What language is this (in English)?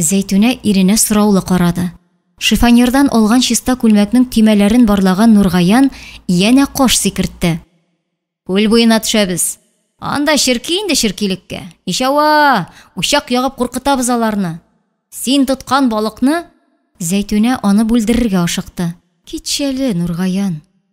Tatar